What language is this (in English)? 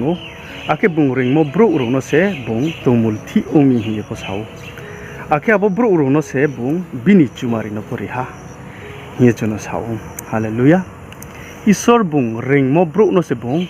Riang (India)